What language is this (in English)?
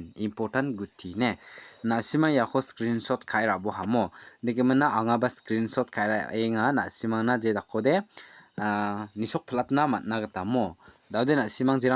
Garo